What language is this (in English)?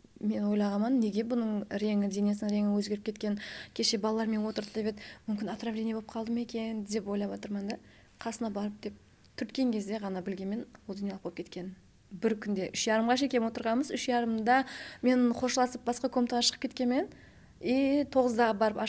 Kara-Kalpak